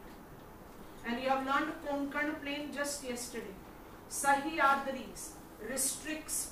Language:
English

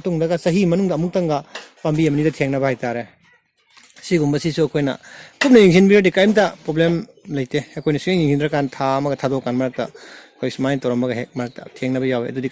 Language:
Manipuri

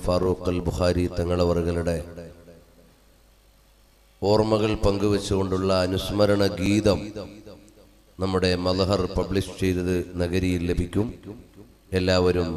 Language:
Malayalam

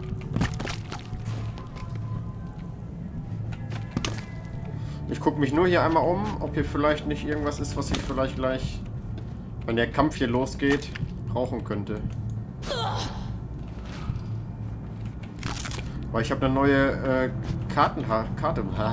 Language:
German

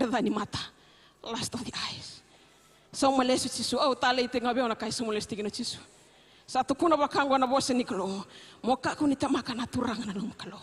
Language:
Fijian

